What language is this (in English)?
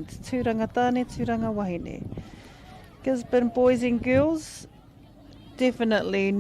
Māori